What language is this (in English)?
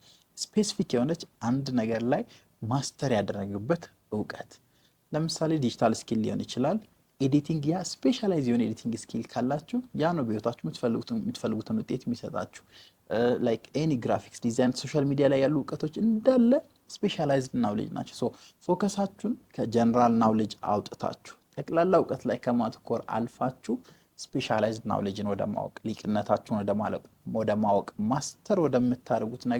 Amharic